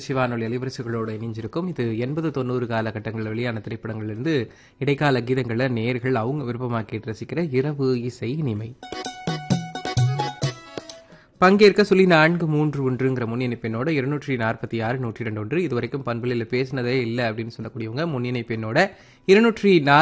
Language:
Tamil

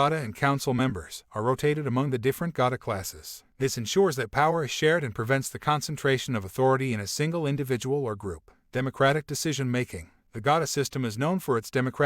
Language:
English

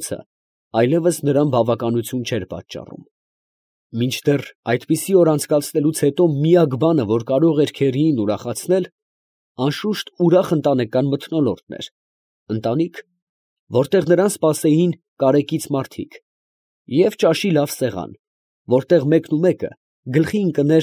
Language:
Armenian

